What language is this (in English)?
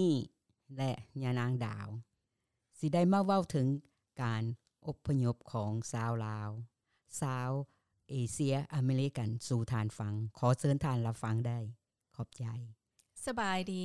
Lao